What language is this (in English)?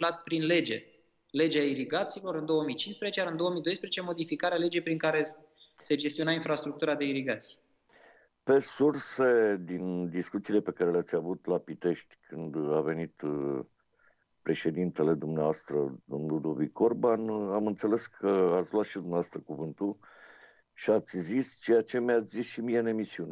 Romanian